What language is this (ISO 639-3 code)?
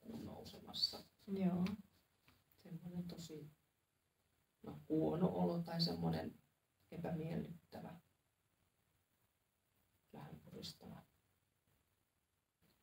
fin